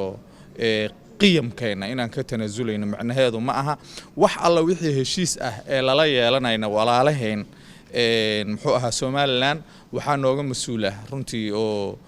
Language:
Somali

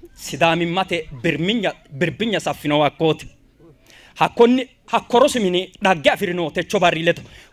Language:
Sidamo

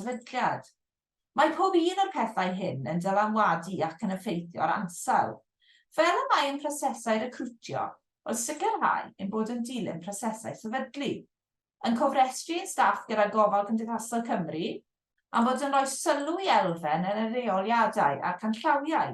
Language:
Welsh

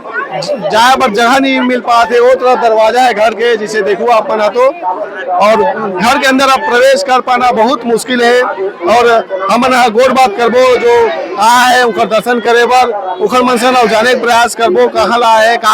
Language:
Chhattisgarhi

